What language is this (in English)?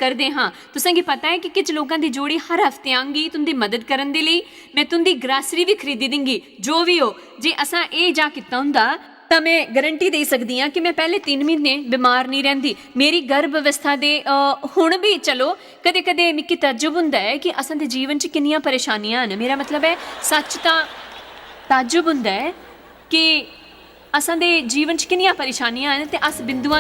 Dogri